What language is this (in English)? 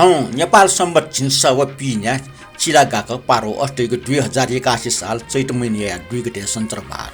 Newari